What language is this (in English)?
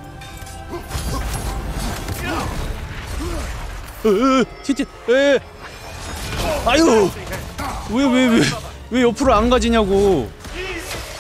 Korean